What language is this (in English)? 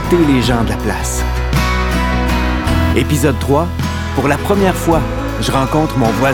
French